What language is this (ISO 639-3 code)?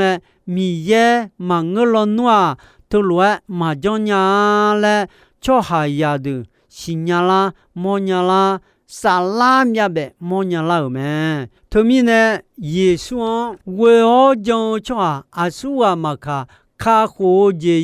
ahk